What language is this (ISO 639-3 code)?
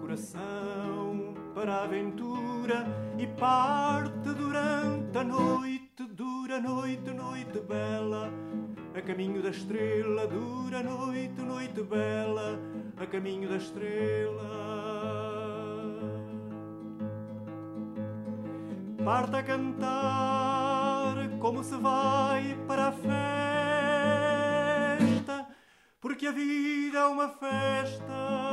por